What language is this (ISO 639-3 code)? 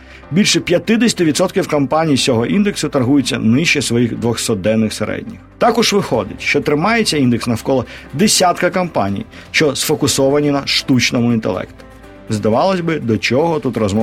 ukr